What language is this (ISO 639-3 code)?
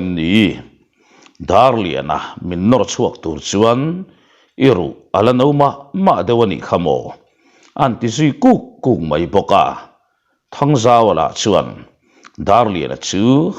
lus